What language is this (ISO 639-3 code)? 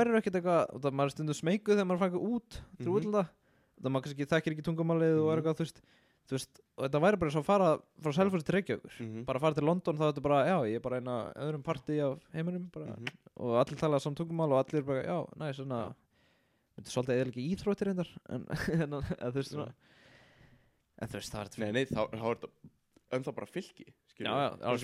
isl